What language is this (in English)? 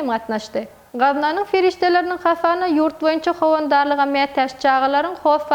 Turkmen